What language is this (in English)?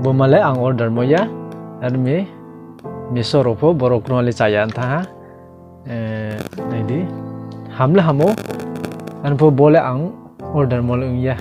Riang (India)